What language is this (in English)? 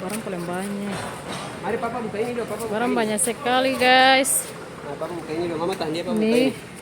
Ambonese Malay